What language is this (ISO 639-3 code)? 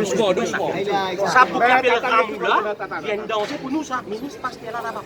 mfe